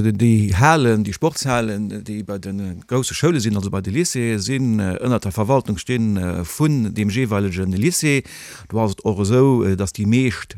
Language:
Luxembourgish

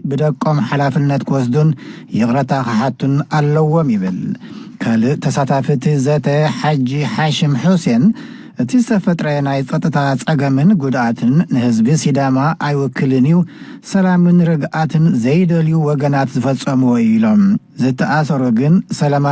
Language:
Tigrinya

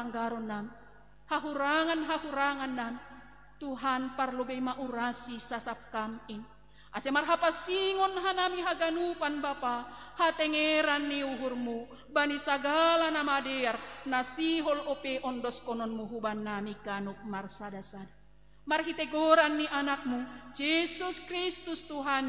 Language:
Batak Simalungun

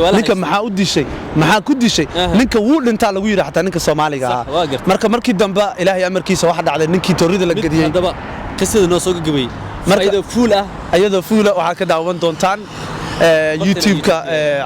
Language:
Somali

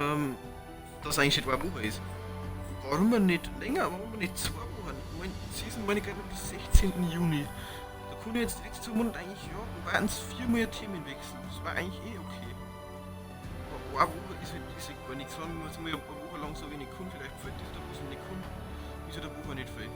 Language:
Bavarian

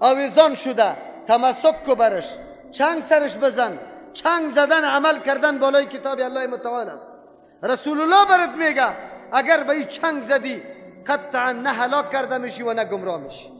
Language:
Persian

